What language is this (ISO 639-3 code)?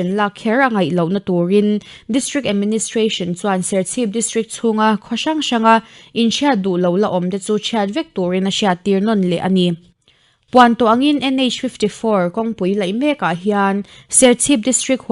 lus